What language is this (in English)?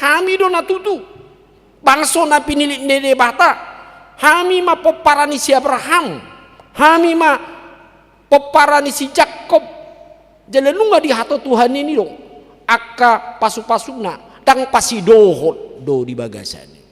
Batak Toba